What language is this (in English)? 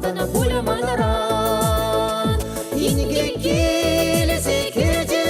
Chuvash